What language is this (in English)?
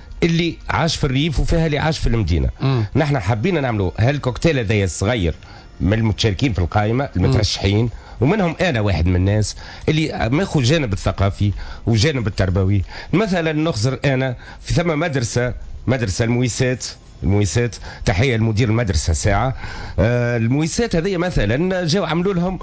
Tunisian Arabic